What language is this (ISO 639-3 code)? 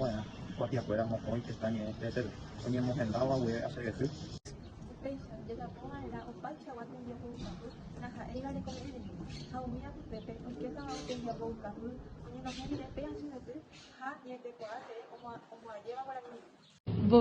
grn